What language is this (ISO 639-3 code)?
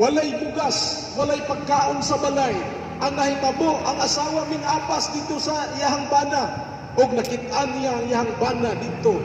ceb